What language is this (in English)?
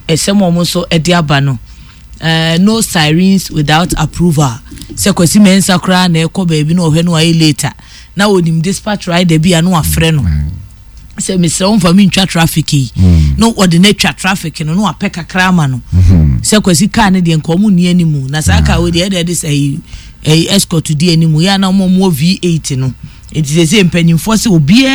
Akan